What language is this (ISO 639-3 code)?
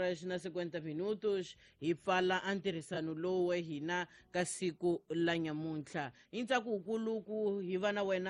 tso